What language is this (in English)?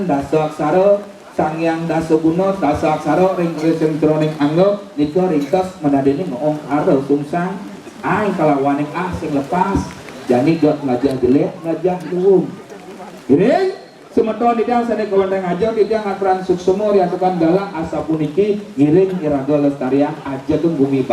Balinese